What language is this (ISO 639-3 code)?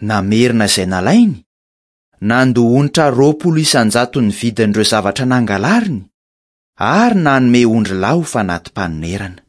mlg